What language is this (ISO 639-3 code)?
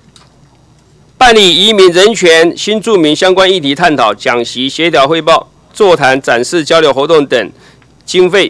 zho